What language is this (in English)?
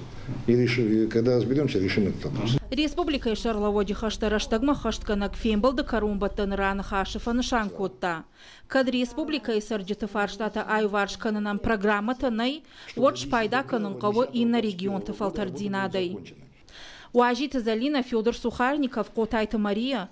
Ossetic